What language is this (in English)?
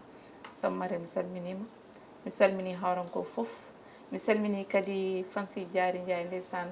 Fula